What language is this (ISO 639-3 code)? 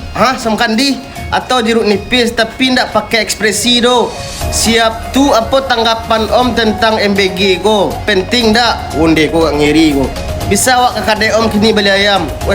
min